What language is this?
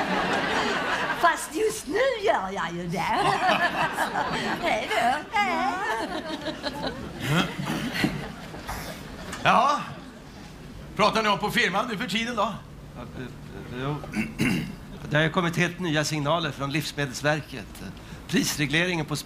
Swedish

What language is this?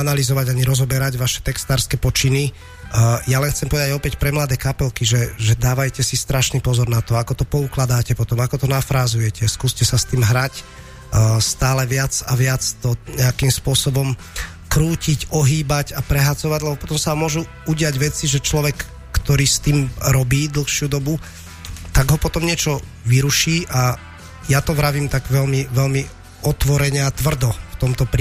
Slovak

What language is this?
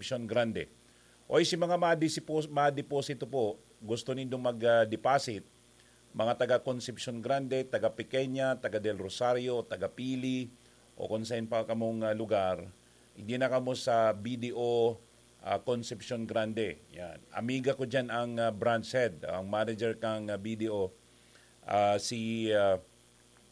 Bikol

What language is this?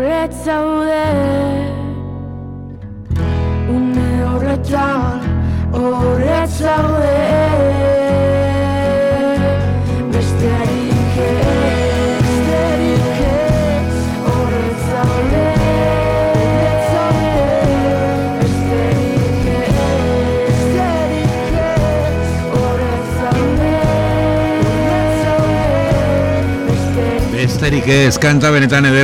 Basque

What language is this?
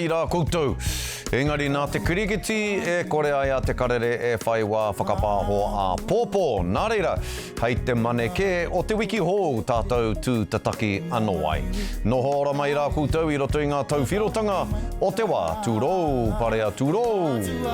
Māori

